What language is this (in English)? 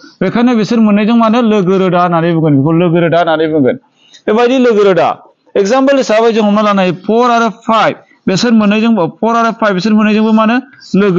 Bodo